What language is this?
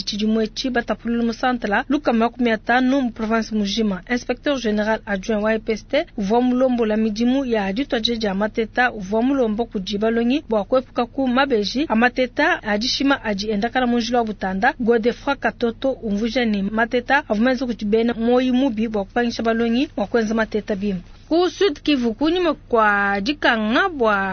Luba-Lulua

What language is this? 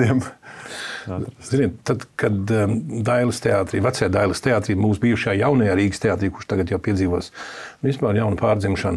Latvian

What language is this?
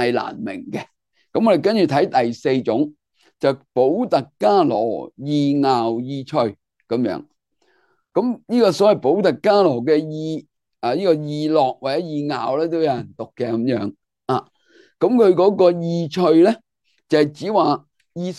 Cantonese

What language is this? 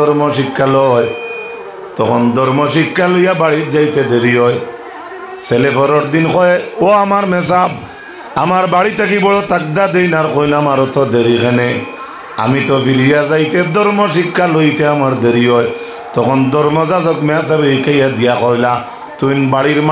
Sylheti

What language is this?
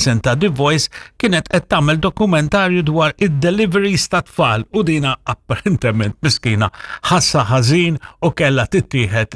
Maltese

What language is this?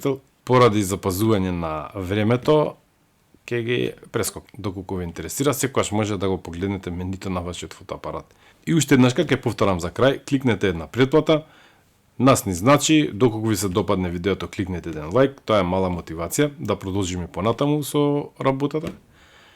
Macedonian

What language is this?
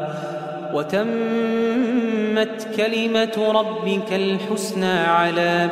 Arabic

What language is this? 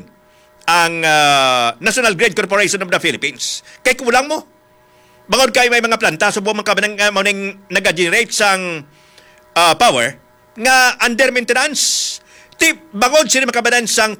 Hiligaynon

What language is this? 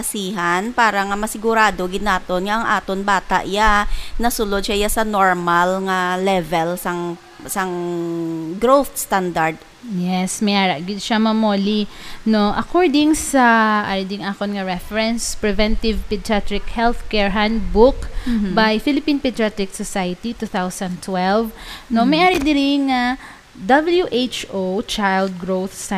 Hiligaynon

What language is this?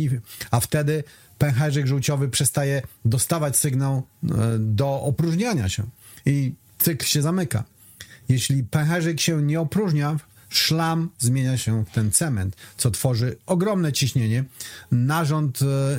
Polish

